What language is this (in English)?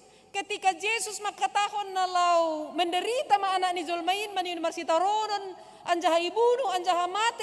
Batak Simalungun